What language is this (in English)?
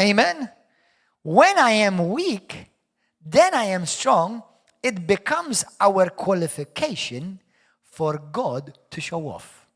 English